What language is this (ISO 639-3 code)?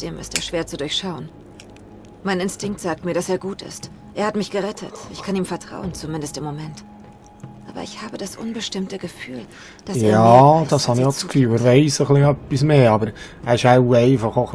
gsw